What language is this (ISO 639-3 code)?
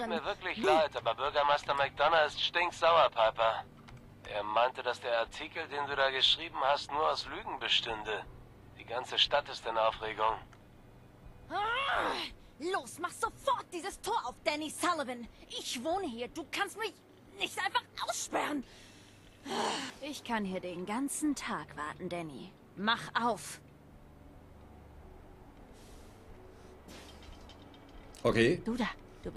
deu